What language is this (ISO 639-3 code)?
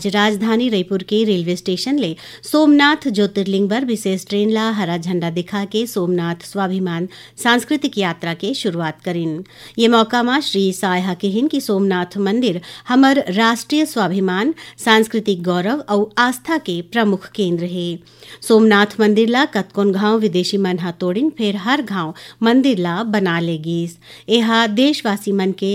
hne